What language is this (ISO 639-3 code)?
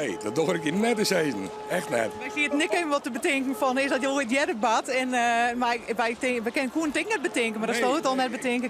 fry